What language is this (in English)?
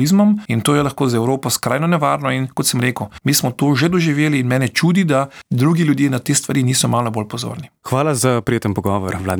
Slovenian